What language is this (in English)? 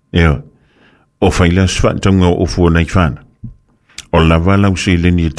Samoan